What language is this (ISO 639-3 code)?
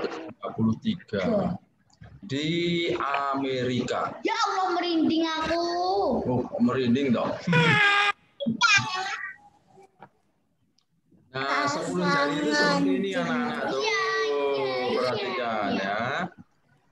ind